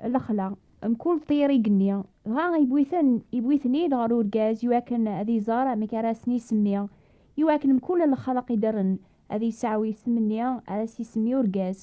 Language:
Kabyle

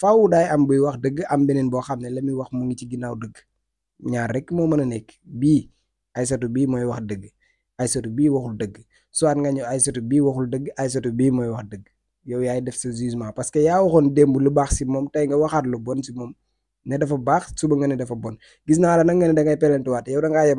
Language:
Wolof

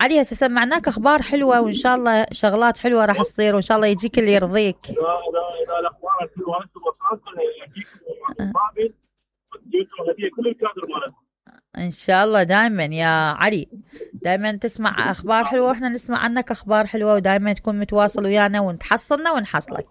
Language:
Mesopotamian Arabic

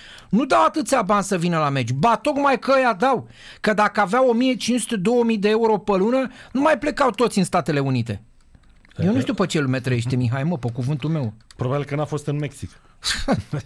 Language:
Romanian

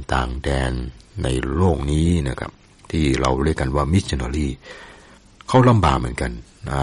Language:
Thai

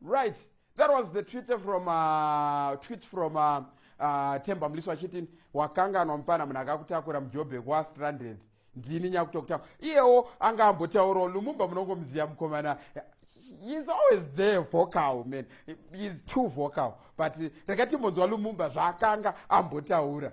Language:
Shona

